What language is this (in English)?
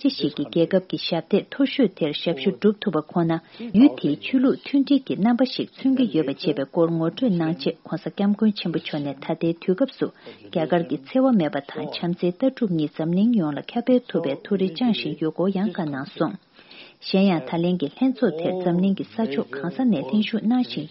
Tibetan